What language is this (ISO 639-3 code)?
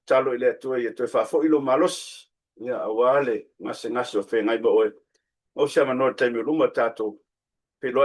smo